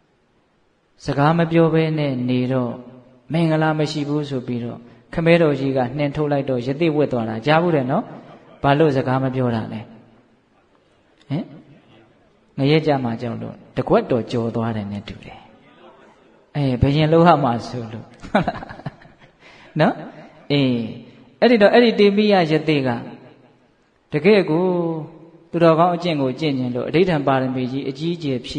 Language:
Burmese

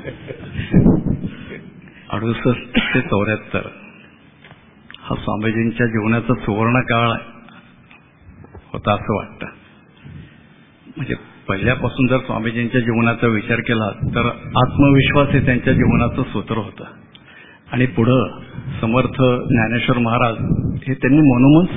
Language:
Marathi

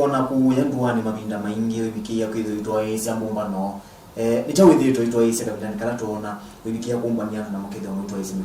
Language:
Kamba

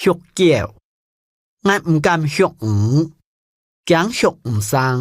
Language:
Hakka Chinese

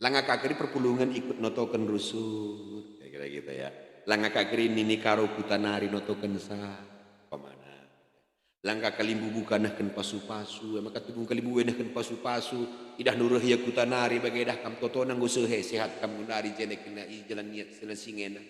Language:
Batak Karo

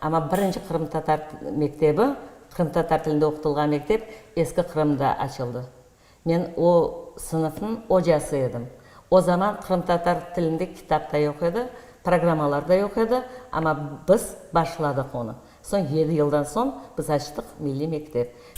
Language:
Crimean Tatar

